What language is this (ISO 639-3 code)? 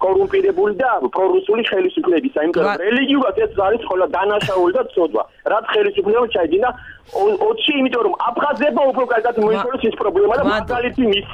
kat